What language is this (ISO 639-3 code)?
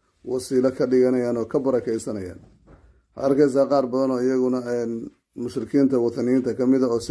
som